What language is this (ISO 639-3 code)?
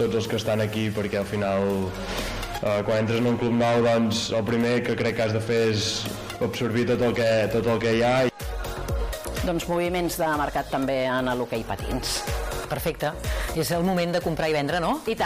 cat